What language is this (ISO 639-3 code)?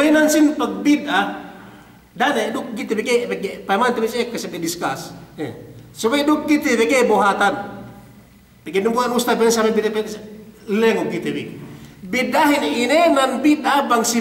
yka